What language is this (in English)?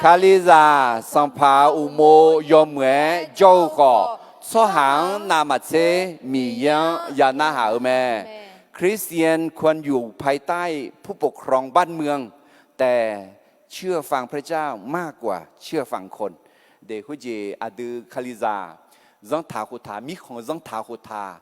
Akha